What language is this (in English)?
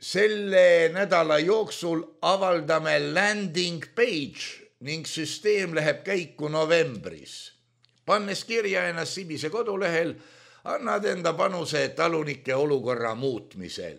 Estonian